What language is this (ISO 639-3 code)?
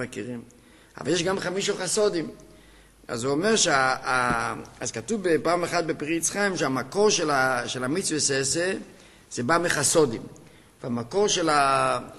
heb